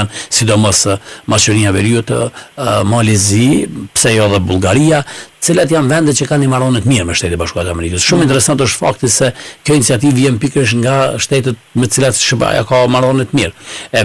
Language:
Albanian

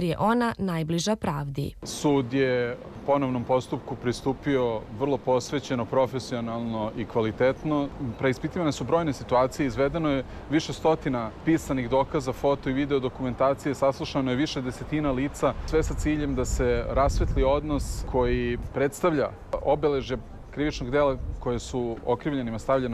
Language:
Serbian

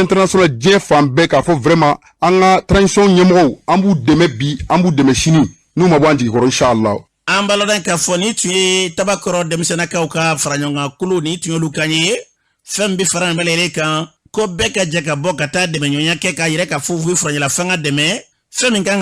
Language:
Bambara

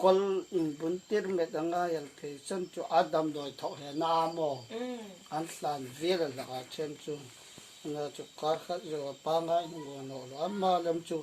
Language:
Hmar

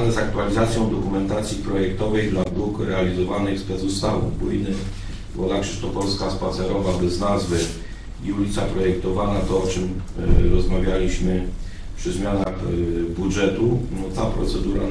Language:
Polish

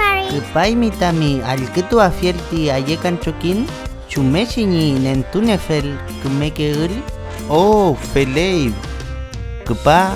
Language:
Mapuche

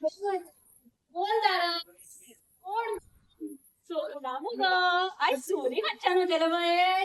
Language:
Konkani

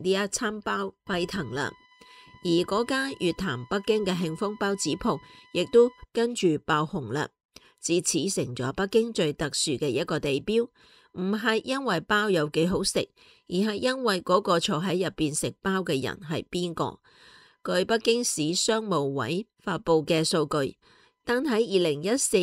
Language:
Cantonese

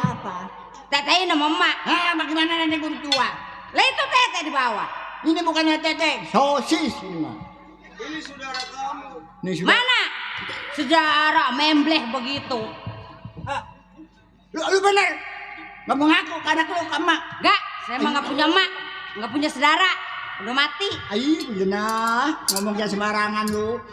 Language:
Betawi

